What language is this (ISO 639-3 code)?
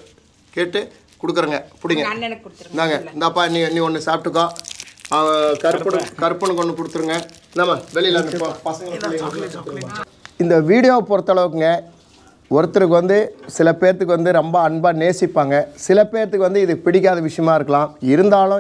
tam